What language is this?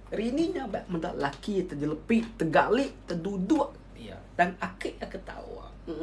Iban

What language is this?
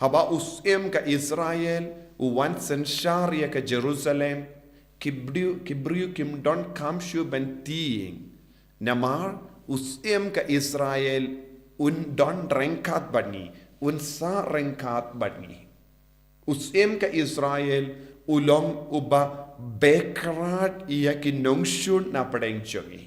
Khasi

